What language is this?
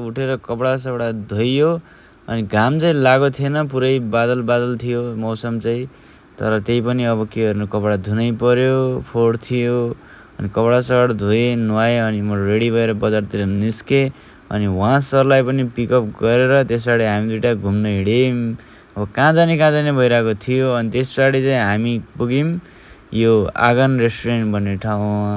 Nepali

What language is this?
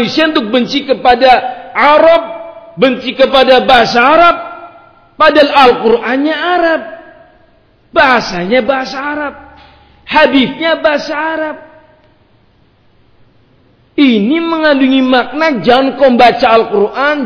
Malay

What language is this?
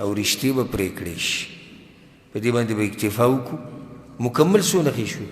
Pashto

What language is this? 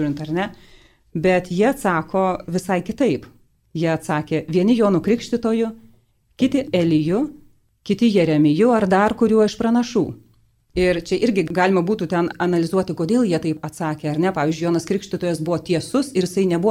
Lithuanian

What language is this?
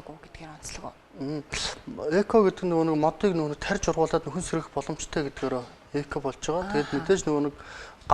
Mongolian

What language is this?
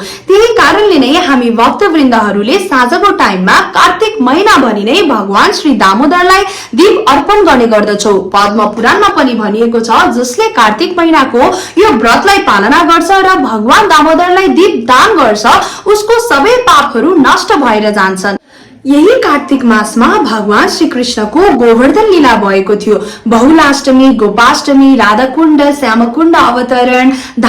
Nepali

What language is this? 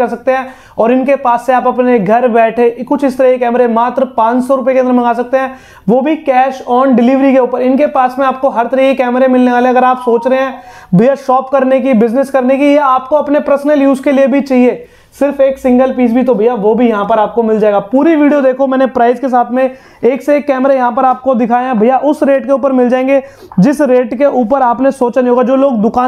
Hindi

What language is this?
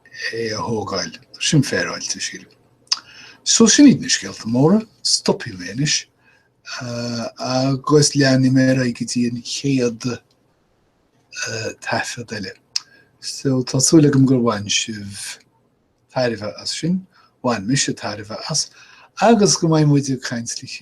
Irish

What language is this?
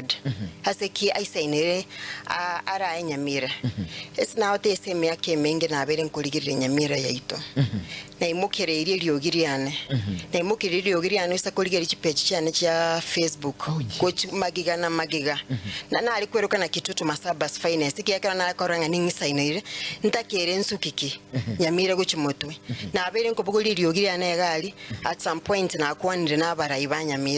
Gusii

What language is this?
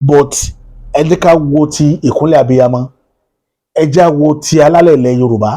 Yoruba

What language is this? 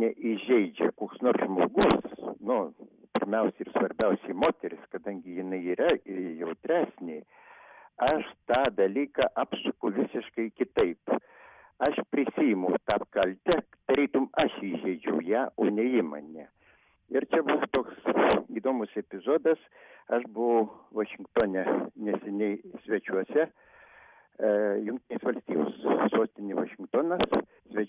Lithuanian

